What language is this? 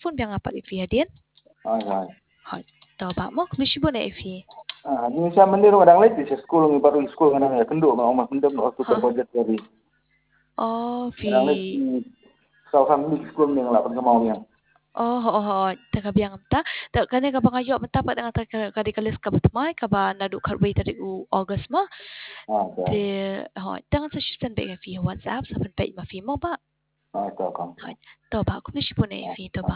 Khasi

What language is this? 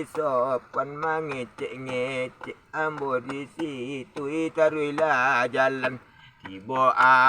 Minangkabau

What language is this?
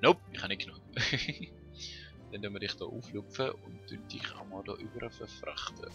Swiss German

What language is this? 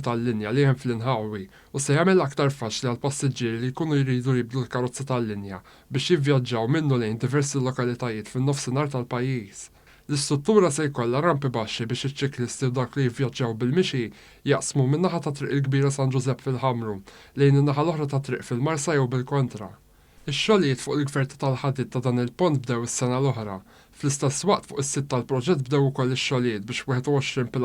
Maltese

